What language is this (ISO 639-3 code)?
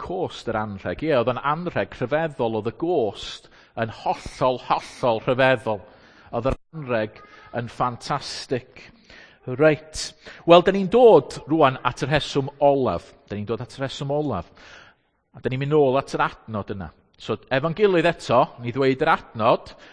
cym